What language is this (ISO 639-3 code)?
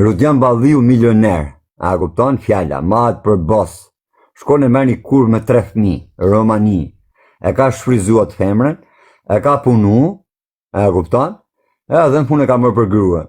sqi